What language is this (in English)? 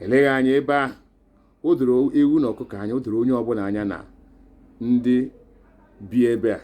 Igbo